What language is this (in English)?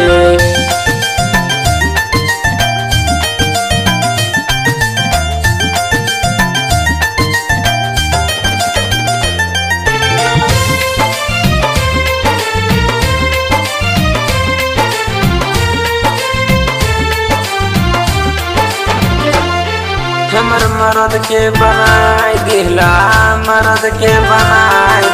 Bhojpuri